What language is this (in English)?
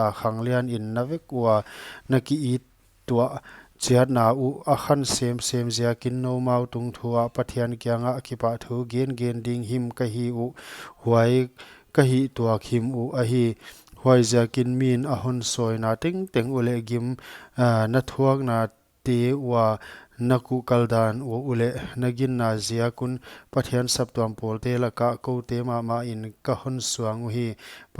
Paite Chin